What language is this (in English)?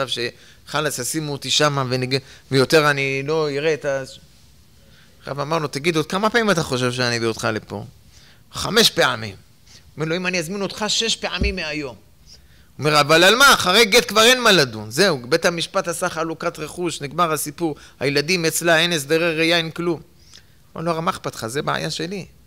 Hebrew